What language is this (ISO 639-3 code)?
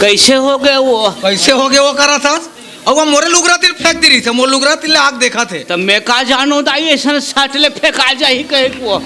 hne